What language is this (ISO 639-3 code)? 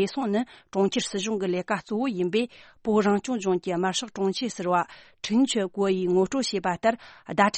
bod